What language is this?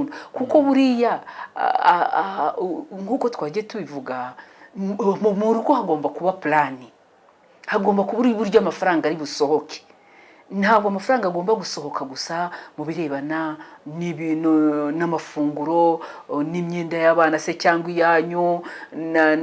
Kinyarwanda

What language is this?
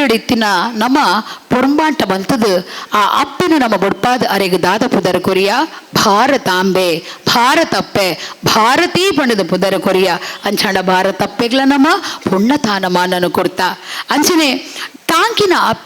Tulu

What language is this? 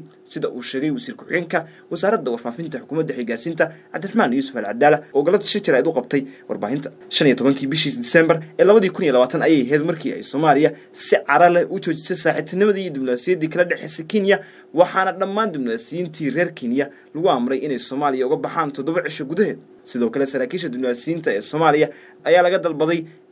Somali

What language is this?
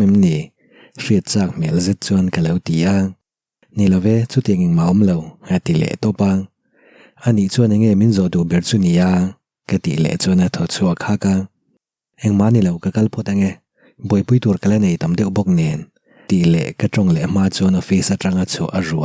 Mizo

